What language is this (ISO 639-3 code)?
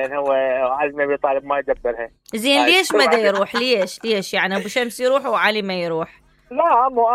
acm